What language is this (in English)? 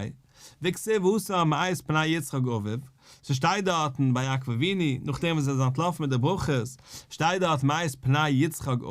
Yiddish